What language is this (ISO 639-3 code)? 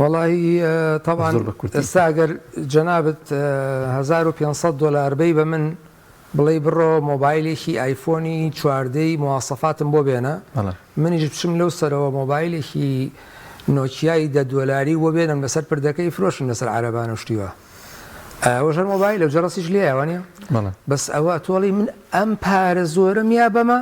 ckb